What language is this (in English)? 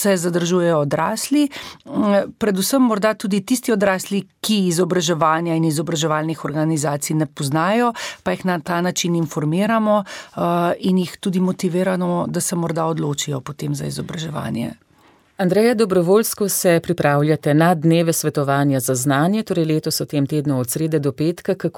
Slovenian